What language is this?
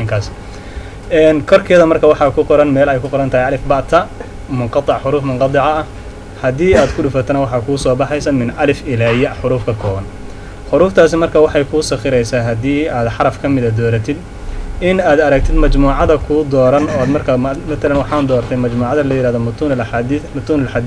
Somali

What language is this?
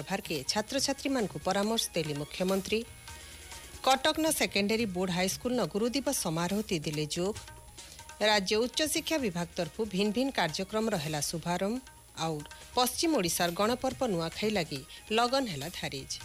Odia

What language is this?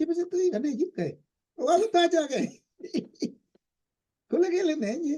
Kalenjin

